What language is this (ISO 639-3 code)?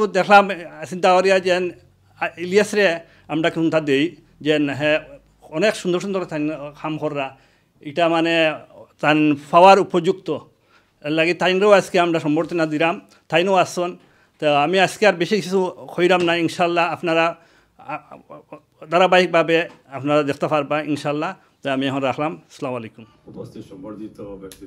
syl